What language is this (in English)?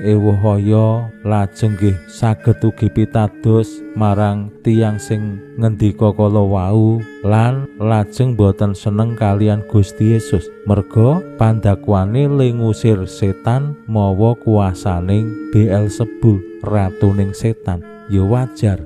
Javanese